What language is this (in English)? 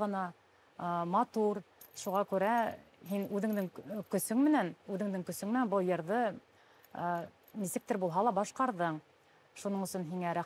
Bashkir